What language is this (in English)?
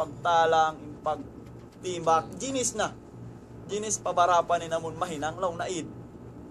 Tausug